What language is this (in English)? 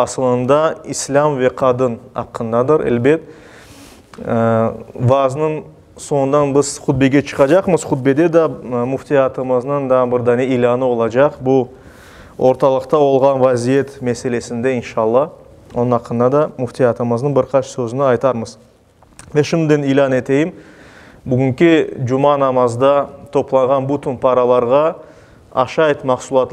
Crimean Tatar